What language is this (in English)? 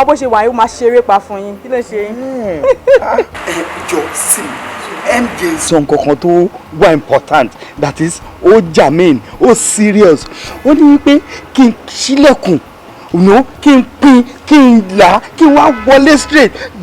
Yoruba